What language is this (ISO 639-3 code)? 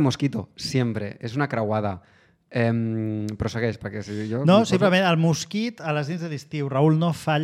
cat